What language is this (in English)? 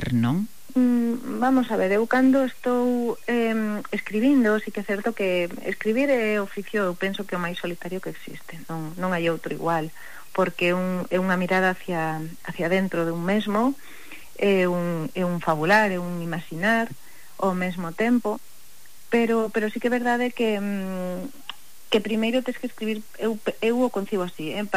Galician